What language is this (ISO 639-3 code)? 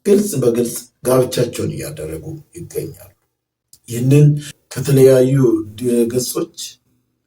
amh